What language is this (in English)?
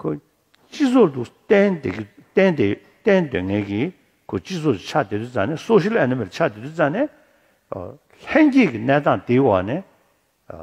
Tibetan